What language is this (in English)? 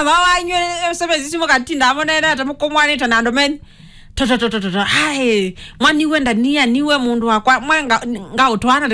Kamba